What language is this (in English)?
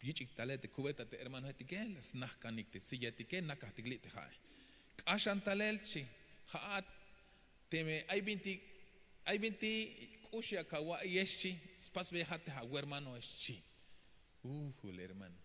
Tzeltal